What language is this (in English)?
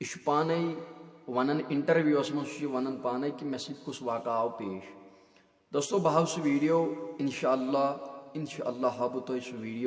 Kashmiri